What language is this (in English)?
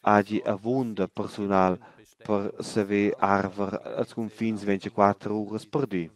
Romansh